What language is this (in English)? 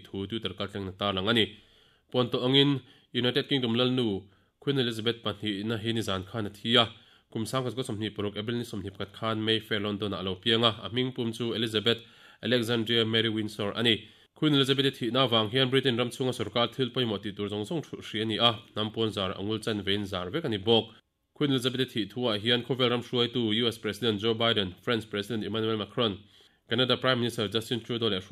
Mizo